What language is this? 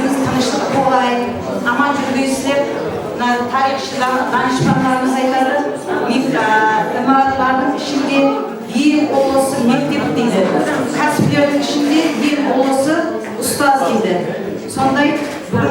Kara-Kalpak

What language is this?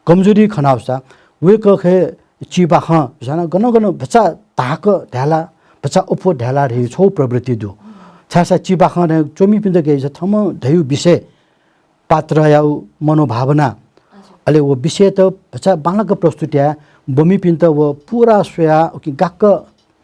Newari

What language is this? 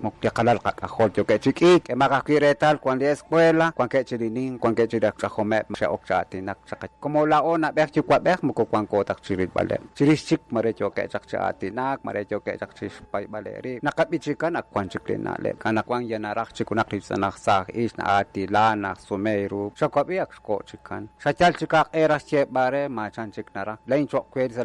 Kekchí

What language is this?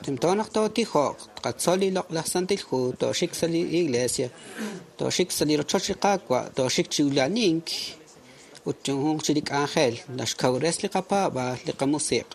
Kekchí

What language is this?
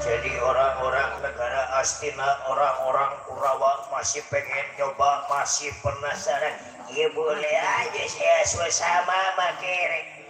Betawi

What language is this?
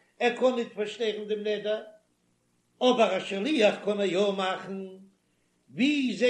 Yiddish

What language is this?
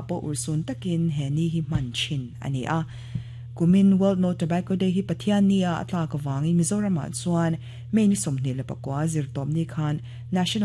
Mizo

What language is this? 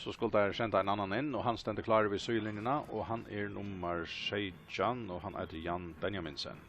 Faroese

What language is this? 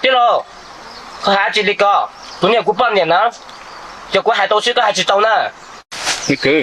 Hmong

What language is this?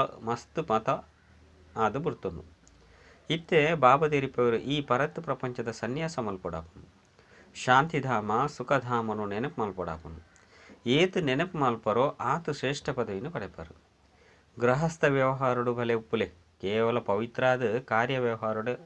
Tulu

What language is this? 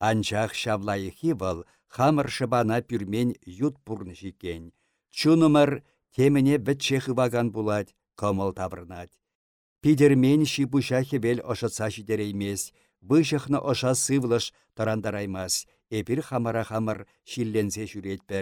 Chuvash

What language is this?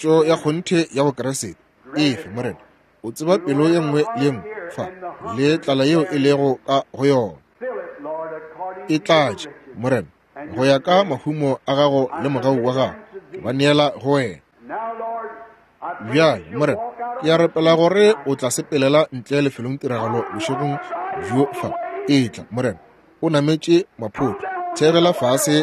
Northern Sotho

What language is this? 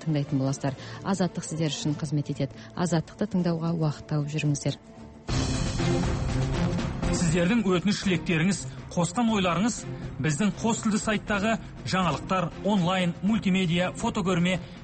Kazakh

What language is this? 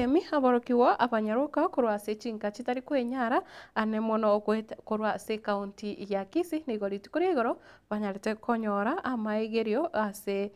Gusii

